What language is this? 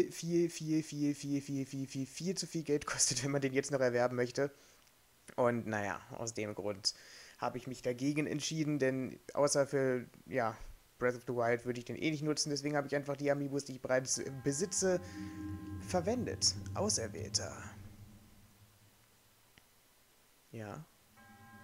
German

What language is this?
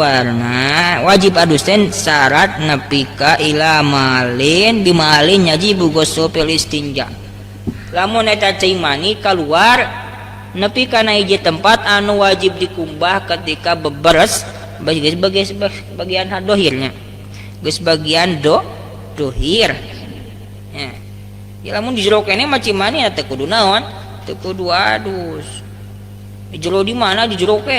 Sundanese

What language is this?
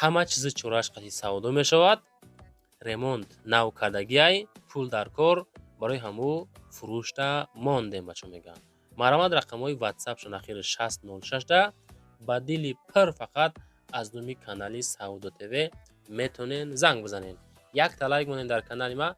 Tajik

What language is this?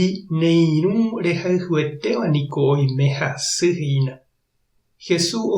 Guarani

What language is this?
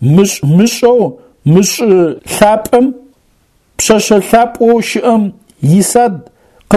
Adyghe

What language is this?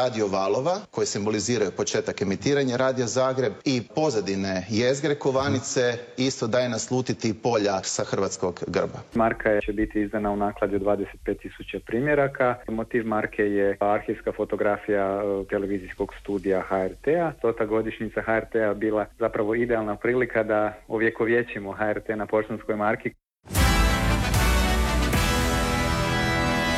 Croatian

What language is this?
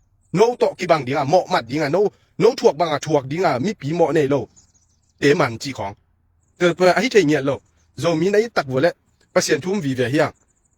Tedim Chin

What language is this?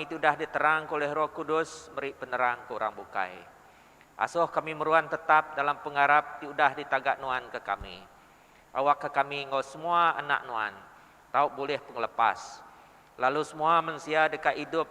Iban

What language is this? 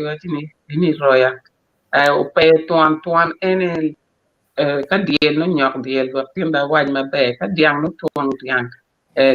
Acoli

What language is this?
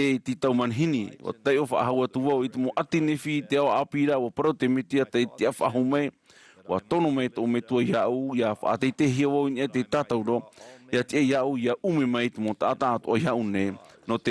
Tahitian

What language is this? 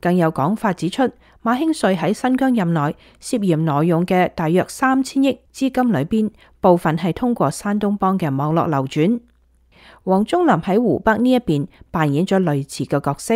Cantonese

